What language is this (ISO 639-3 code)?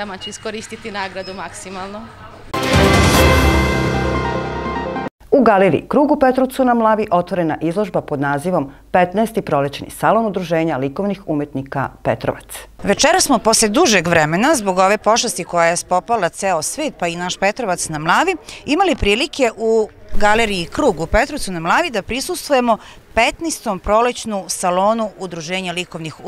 srp